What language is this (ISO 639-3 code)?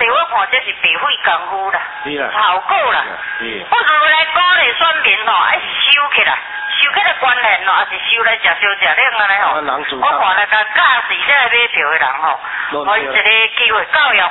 nan